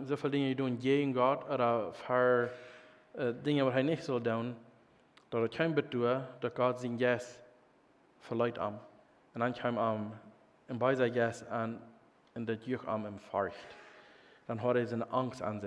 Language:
Plautdietsch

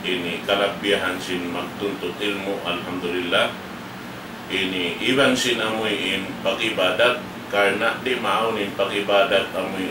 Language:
Tausug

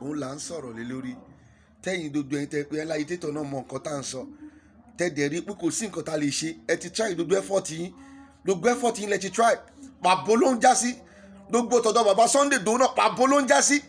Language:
Yoruba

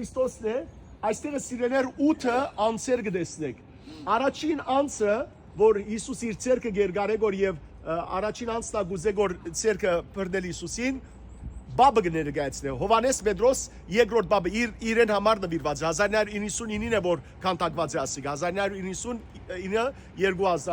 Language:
Western Armenian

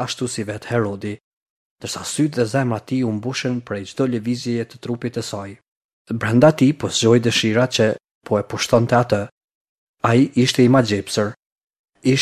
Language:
Albanian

